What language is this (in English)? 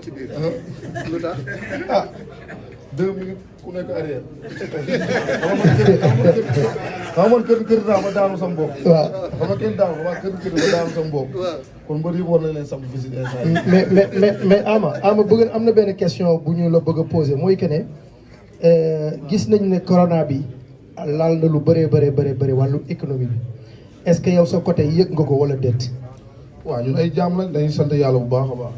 Wolof